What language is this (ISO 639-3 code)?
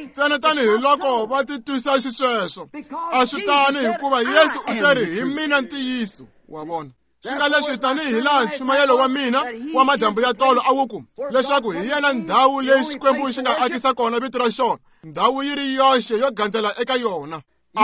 tso